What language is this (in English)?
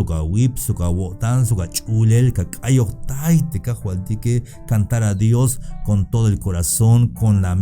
Tzeltal